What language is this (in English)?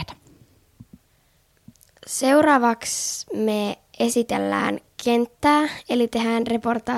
Finnish